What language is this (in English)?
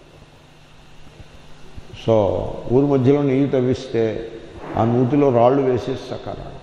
Telugu